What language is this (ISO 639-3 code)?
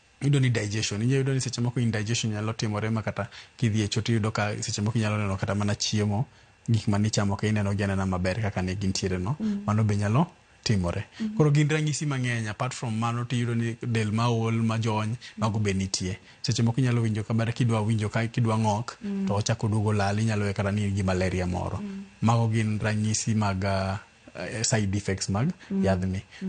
luo